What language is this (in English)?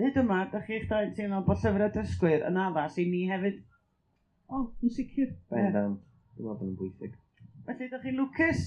Welsh